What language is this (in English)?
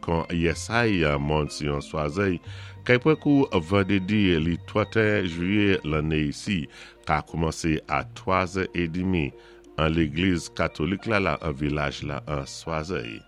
Saint Lucian Creole French